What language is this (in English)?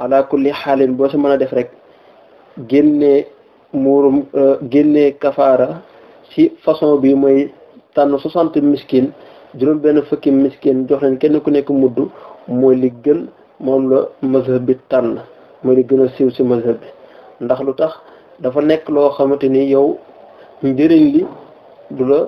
Wolof